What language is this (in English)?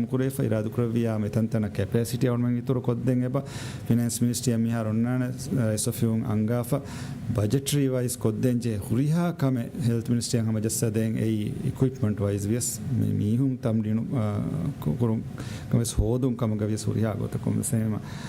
Divehi